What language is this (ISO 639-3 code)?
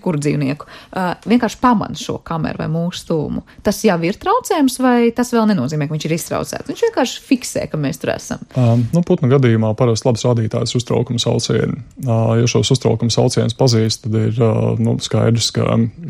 lav